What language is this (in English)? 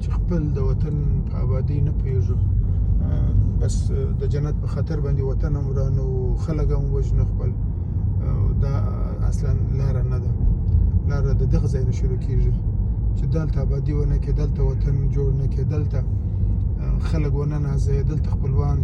Pashto